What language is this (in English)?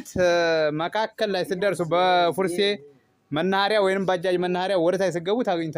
Amharic